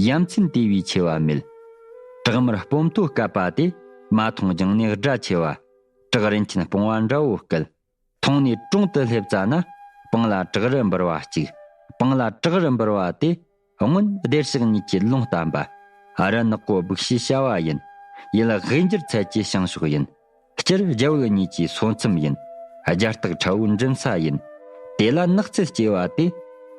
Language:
Tibetan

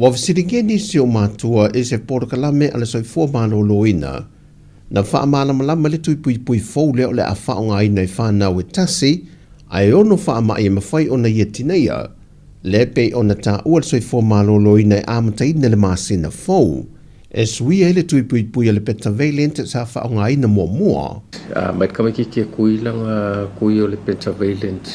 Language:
Samoan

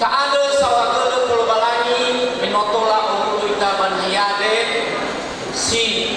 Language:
Nias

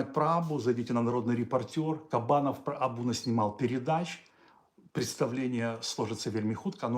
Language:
Belarusian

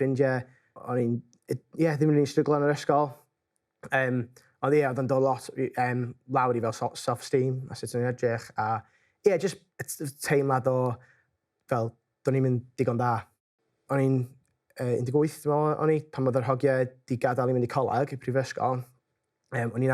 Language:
Welsh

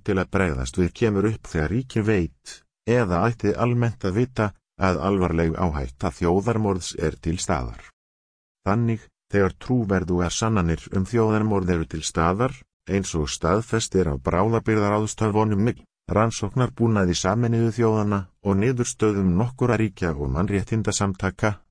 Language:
Icelandic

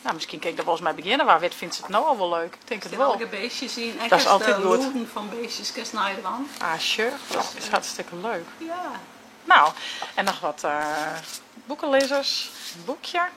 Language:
Western Frisian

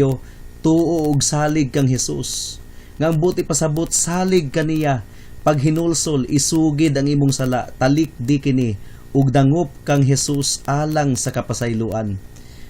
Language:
Cebuano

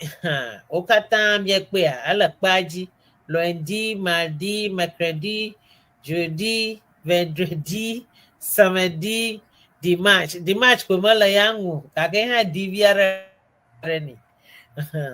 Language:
Ewe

